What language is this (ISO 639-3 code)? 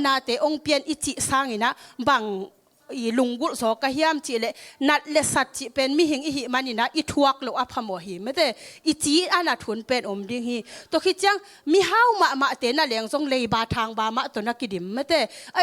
ctd